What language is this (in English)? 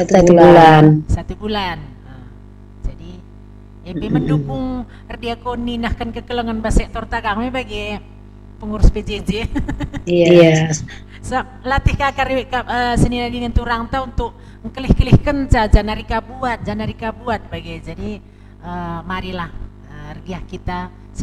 Batak Karo